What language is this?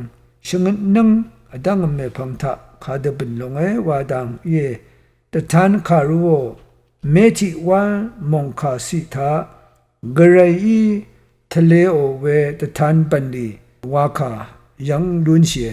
Rawang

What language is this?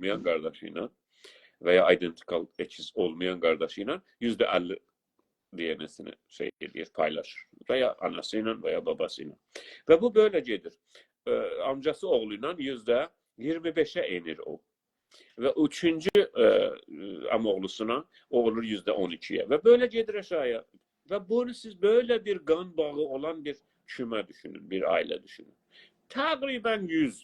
South Azerbaijani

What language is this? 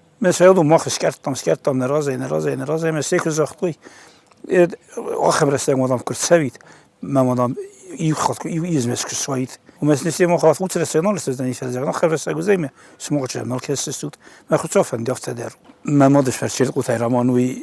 Ossetic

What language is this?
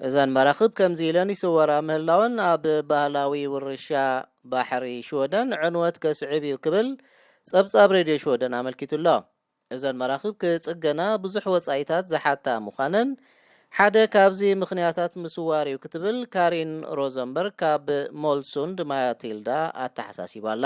Tigrinya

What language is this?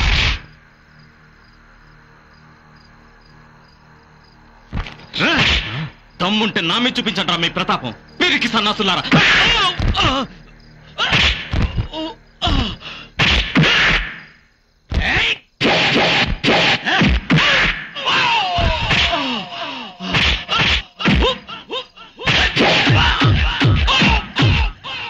Telugu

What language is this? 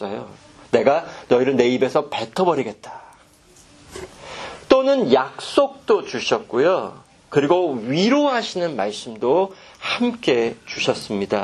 Korean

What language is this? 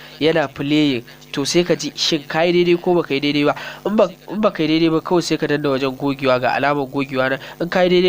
Hausa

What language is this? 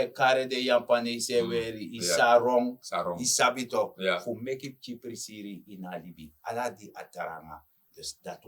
Sranan Tongo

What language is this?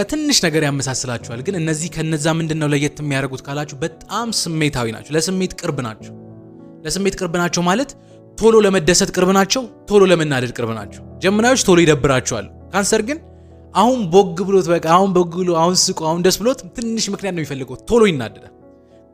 Amharic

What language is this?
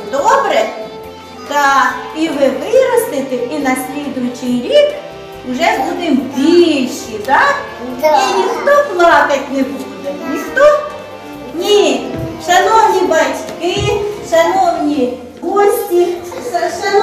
Ukrainian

